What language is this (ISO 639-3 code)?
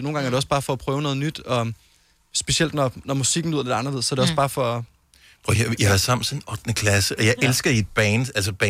dan